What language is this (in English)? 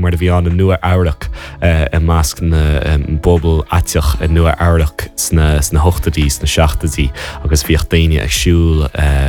Irish